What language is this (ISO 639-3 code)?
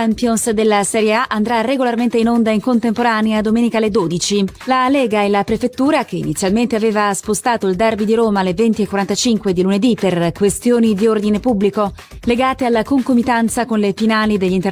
ita